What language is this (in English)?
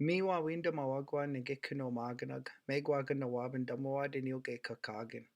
Chippewa